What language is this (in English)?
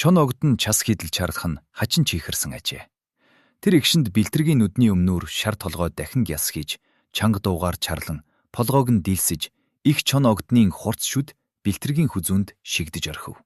Mongolian